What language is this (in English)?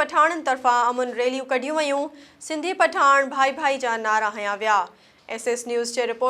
Sindhi